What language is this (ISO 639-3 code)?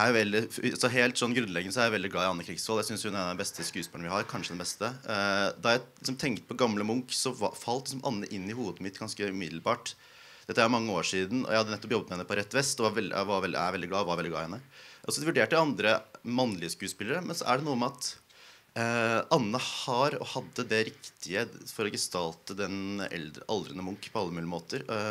nor